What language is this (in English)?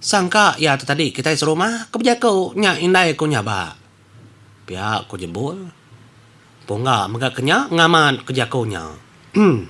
Iban